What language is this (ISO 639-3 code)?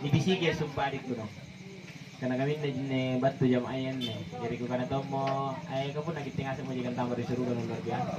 mak